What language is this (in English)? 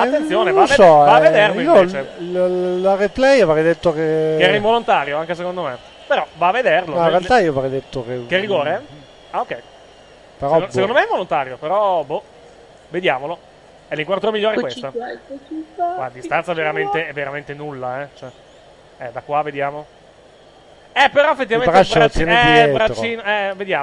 Italian